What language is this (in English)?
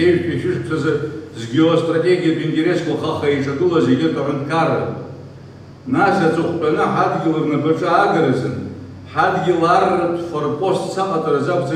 Abkhazian